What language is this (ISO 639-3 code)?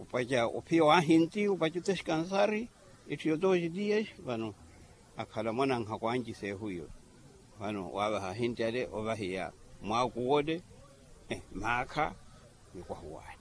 vmw